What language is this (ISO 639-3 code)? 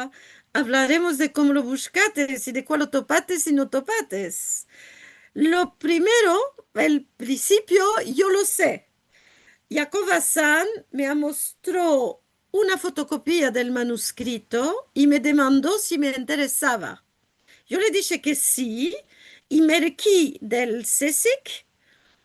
lad